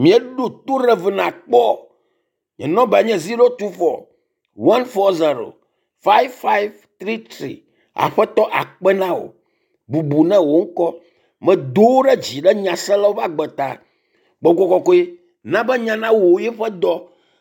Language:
Ewe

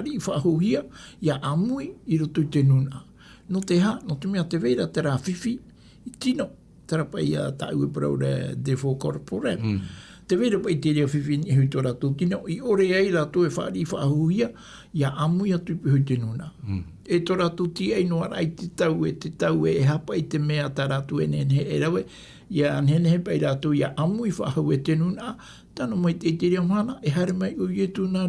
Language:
Tahitian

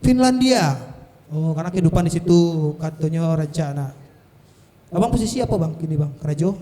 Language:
Minangkabau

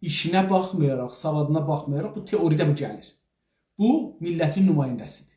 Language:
South Azerbaijani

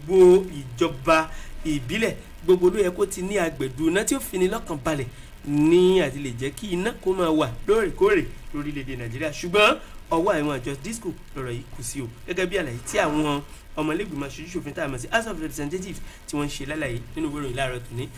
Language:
Yoruba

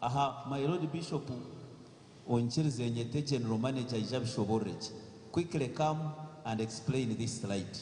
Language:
Nyankole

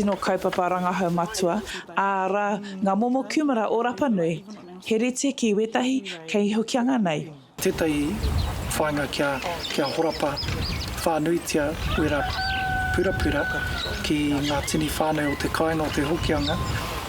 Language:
Māori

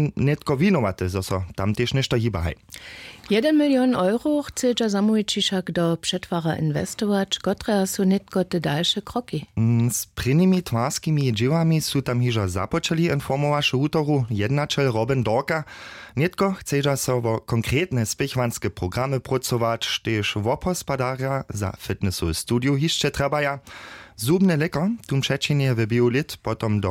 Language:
Upper Sorbian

